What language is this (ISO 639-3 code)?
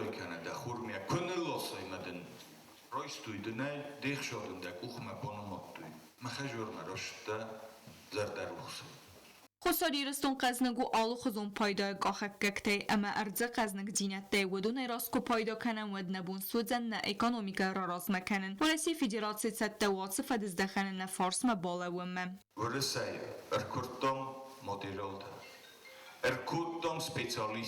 oss